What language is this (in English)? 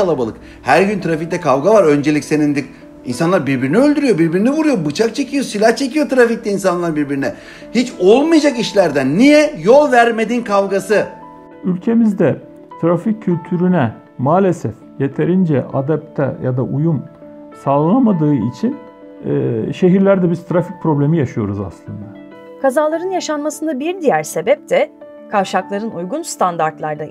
Turkish